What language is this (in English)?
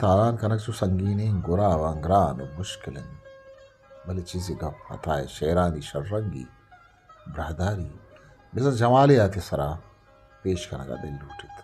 Eastern Balochi